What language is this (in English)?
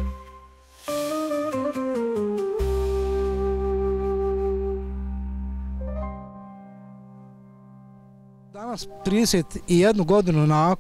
Bosnian